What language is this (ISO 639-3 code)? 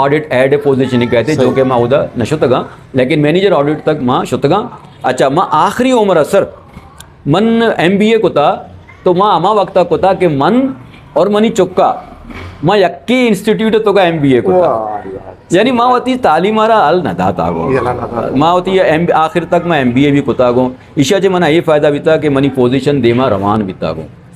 bgp